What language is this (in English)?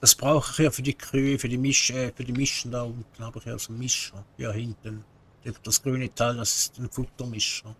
Swiss German